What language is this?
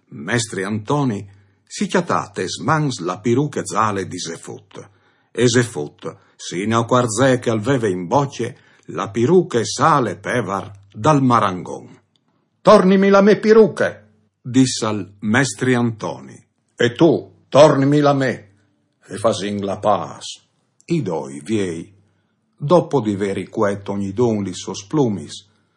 Friulian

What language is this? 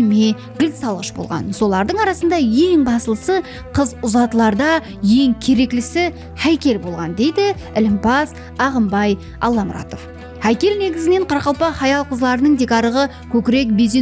Kara-Kalpak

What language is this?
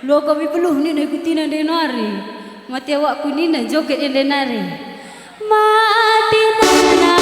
Batak Karo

